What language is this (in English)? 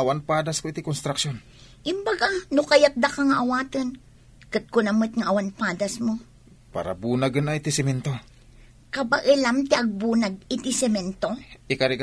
Iloko